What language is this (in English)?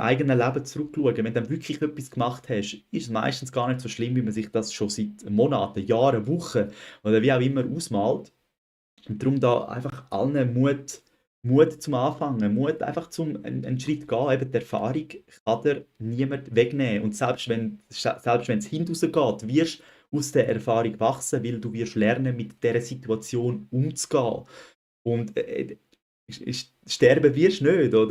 Swiss German